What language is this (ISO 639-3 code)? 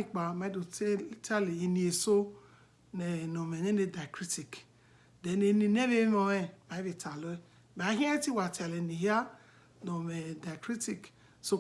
bin